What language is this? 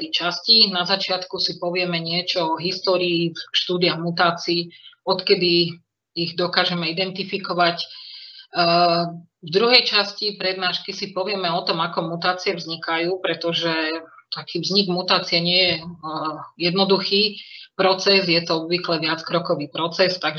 Slovak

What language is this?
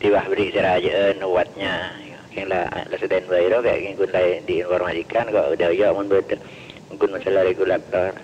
Madurese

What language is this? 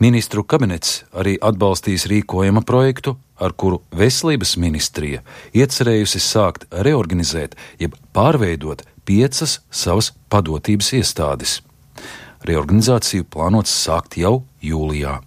Latvian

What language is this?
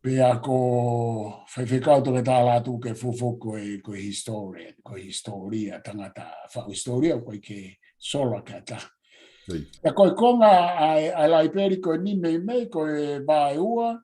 Tongan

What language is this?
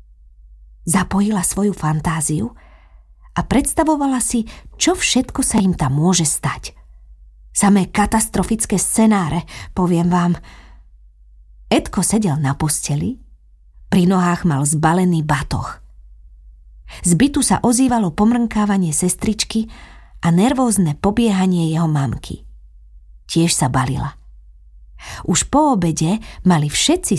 Slovak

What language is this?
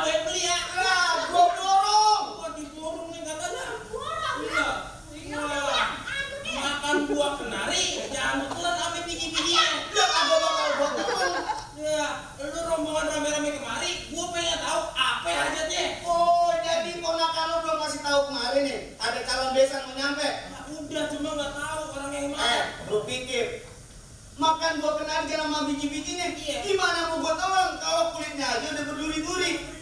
Betawi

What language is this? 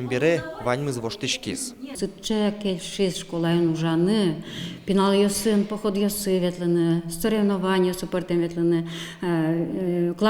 Udmurt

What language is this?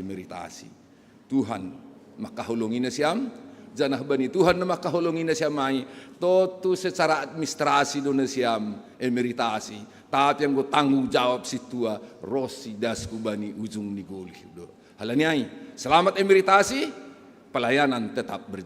Batak Simalungun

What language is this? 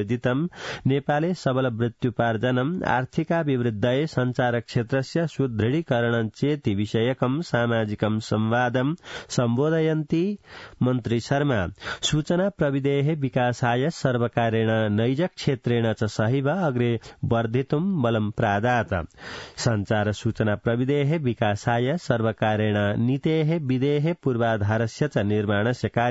Sanskrit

